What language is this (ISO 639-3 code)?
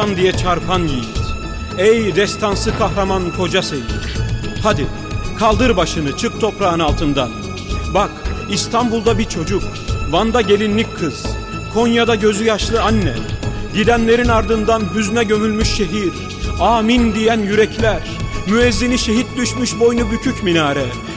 tur